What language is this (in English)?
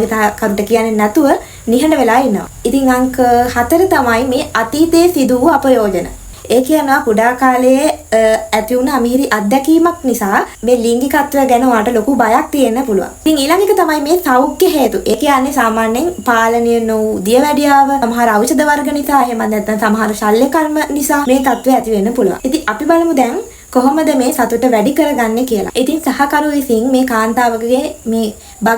Sinhala